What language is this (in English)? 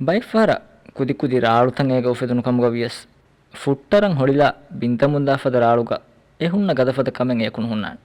Divehi